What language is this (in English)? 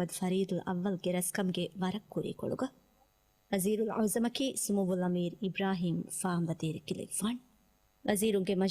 Divehi